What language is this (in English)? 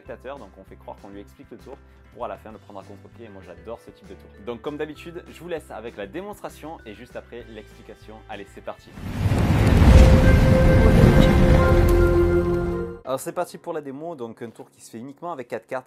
French